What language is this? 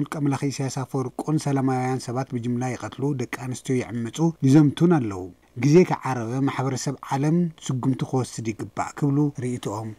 Tigrinya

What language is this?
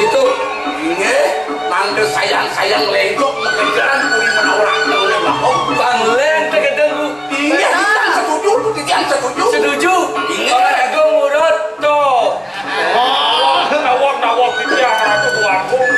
Balinese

